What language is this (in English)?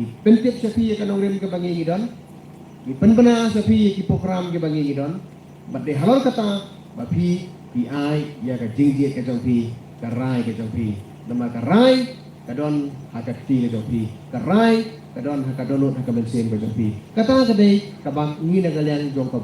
Khasi